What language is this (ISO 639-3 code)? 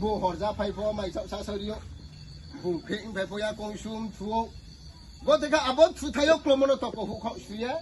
ria